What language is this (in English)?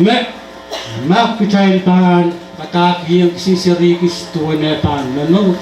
Pohnpeian